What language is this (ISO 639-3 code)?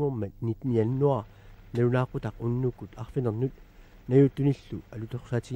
kal